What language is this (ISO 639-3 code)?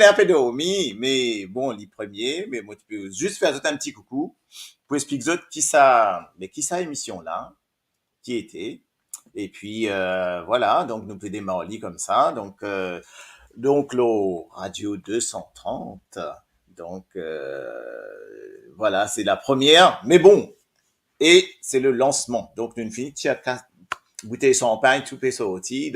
mfe